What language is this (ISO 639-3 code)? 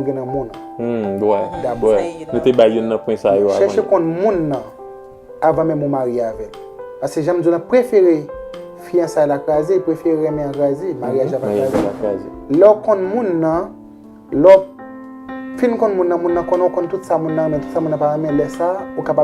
hat